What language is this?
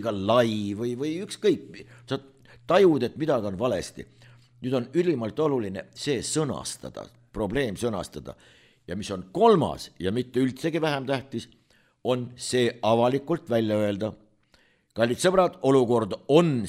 Estonian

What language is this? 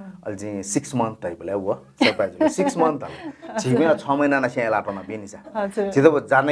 Newari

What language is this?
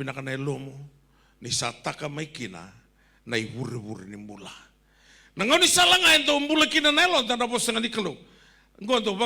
Fijian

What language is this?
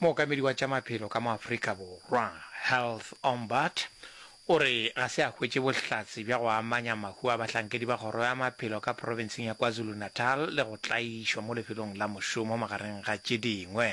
Northern Sotho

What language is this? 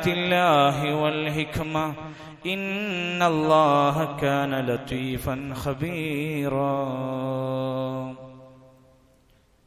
Malayalam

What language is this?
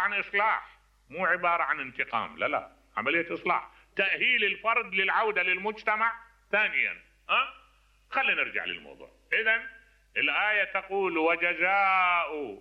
Mesopotamian Arabic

